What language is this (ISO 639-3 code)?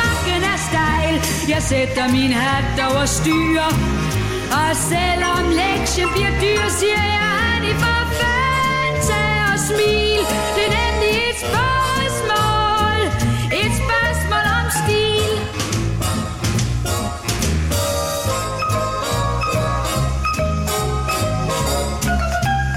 dan